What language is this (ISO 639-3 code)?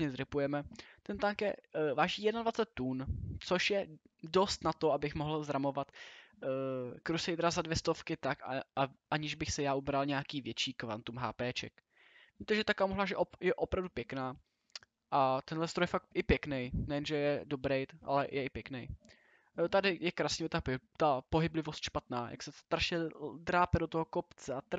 ces